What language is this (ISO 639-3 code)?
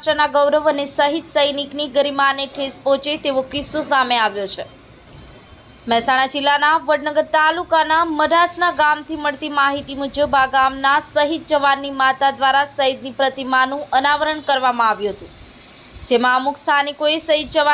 guj